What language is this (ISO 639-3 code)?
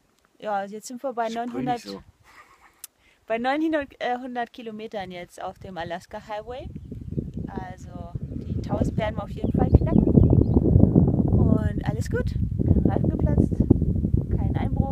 deu